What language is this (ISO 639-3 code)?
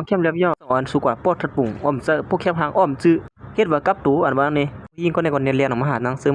shn